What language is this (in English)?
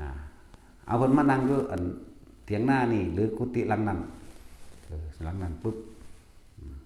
Northeastern Thai